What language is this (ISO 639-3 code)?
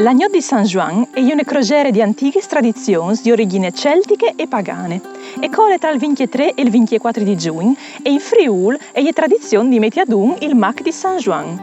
fur